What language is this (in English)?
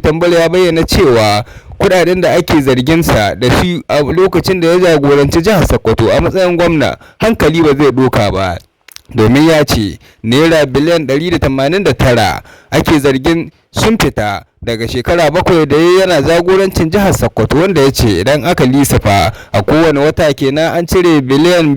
Hausa